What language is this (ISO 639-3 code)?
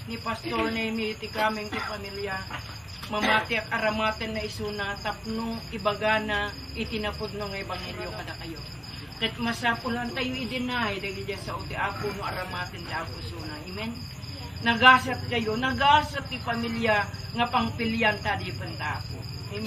ilo